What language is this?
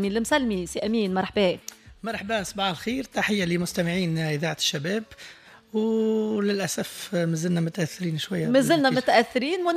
Tunisian Arabic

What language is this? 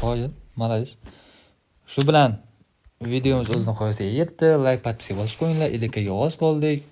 Uzbek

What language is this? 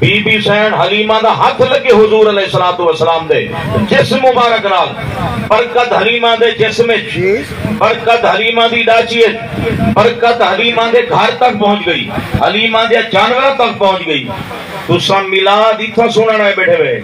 Saraiki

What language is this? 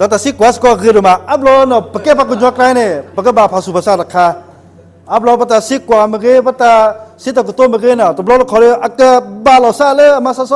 S'gaw Karen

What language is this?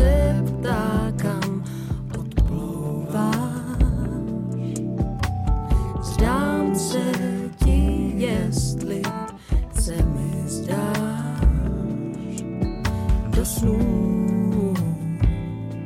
Czech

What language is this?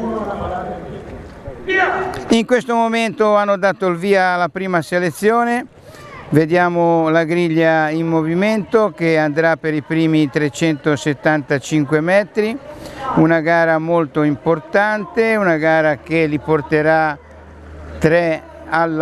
Italian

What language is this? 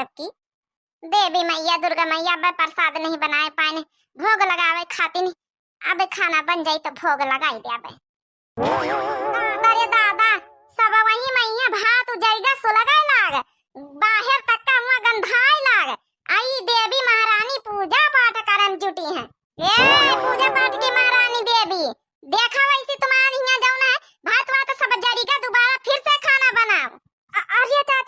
Awadhi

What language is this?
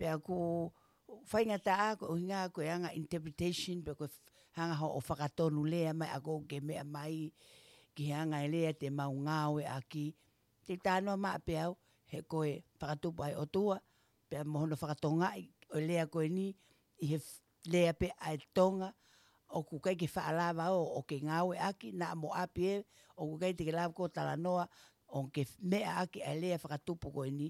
Tongan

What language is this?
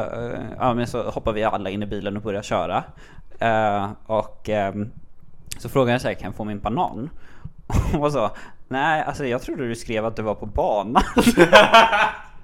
Swedish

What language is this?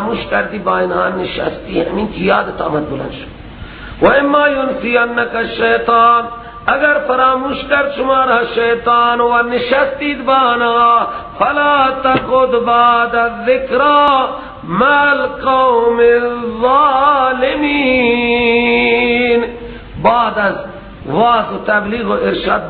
Persian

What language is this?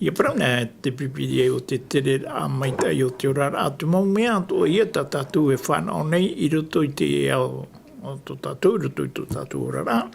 Tahitian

